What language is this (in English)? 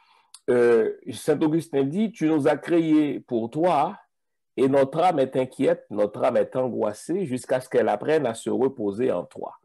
French